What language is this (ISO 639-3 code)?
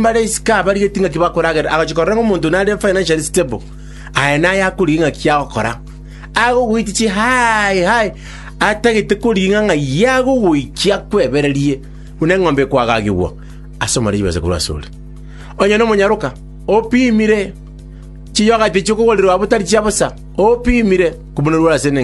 guz